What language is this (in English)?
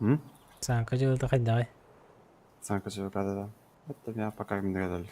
Yakut